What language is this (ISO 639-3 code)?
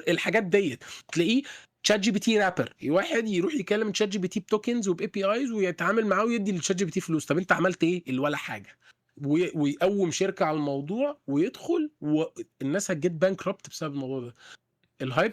arz